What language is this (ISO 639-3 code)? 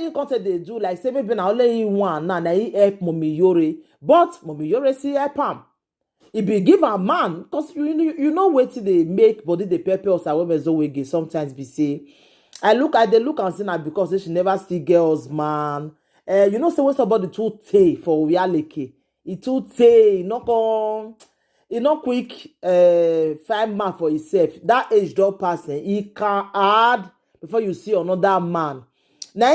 pcm